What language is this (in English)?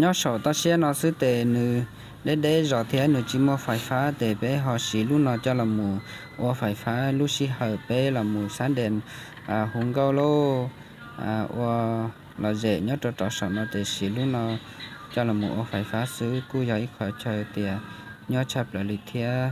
Hmong